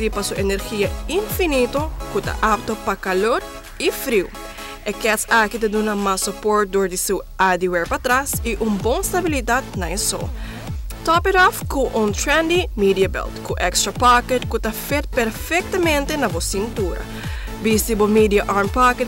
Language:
Papiamento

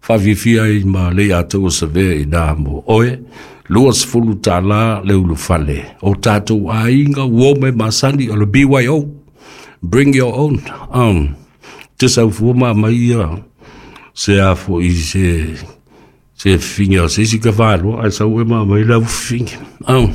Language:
Samoan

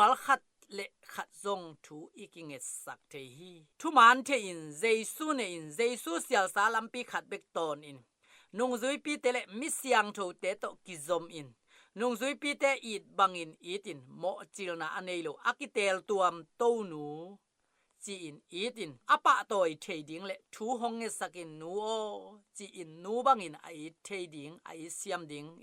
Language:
Tedim Chin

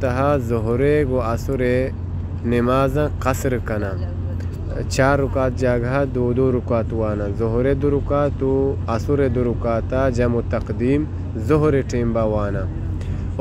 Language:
Baluchi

